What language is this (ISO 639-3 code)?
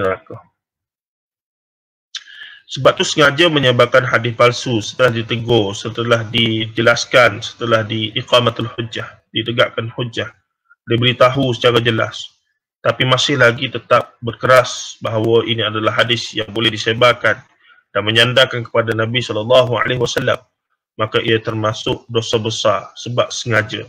msa